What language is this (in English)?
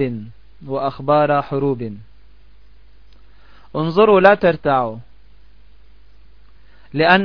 Arabic